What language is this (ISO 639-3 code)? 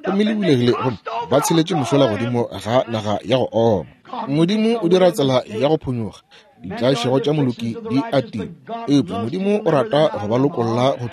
nso